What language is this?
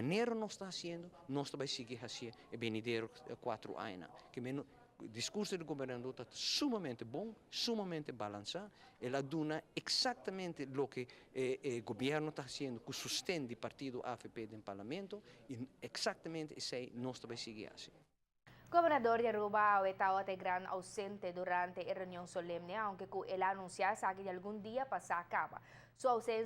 Papiamento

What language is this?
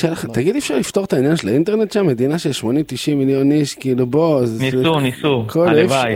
Hebrew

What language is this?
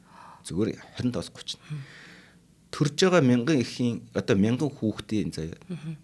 Mongolian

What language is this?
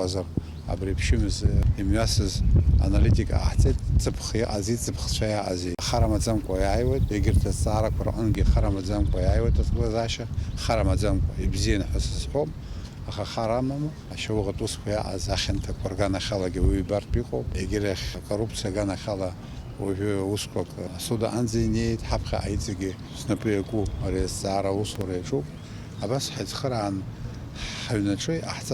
Abkhazian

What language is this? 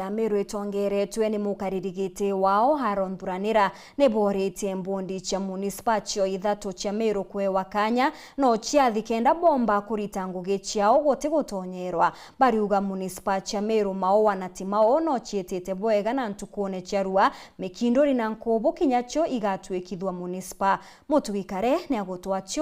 Meru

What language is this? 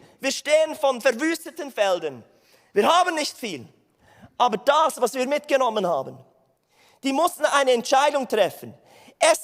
Swiss German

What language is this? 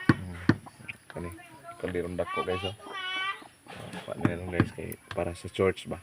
Cebuano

